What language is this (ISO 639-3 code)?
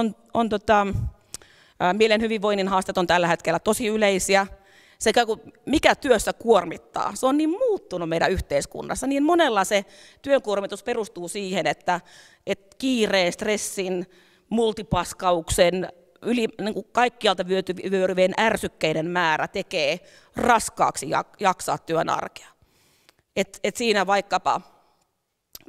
fin